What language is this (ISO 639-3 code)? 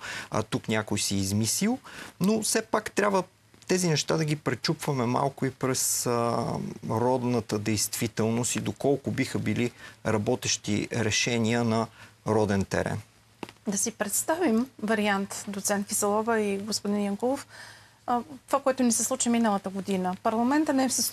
bul